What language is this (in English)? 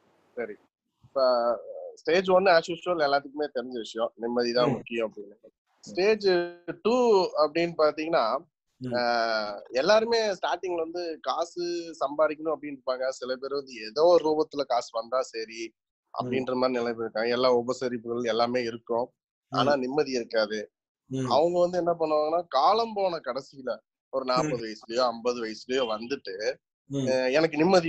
Tamil